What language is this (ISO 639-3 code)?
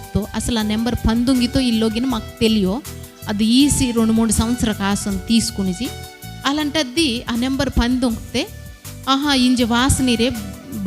kff